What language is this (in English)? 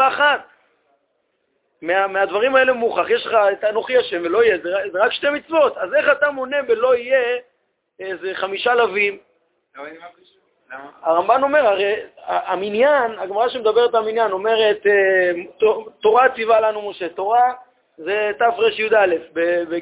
Hebrew